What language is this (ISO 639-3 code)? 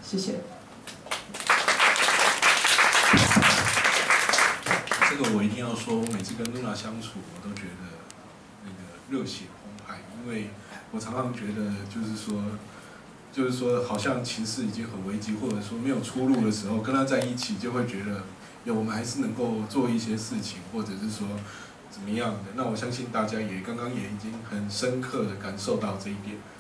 zho